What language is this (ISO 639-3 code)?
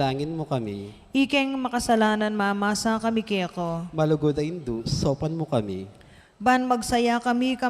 pam